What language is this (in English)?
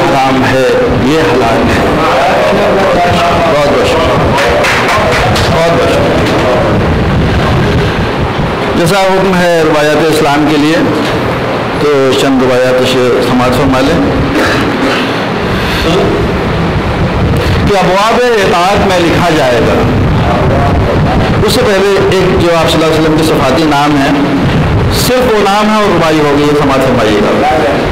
Urdu